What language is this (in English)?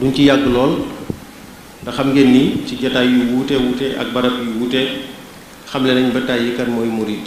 Wolof